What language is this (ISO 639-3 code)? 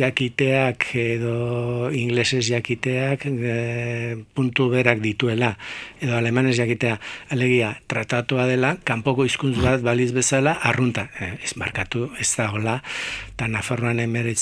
eus